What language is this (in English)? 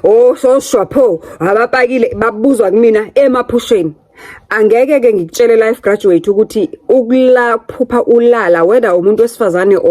Zulu